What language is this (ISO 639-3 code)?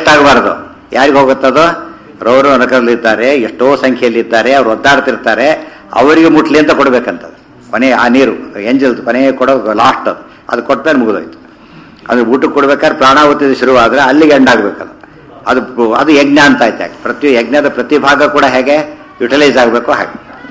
kan